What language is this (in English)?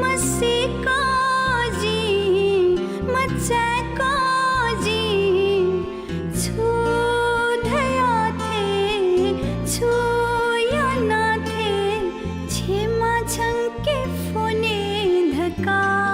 Newari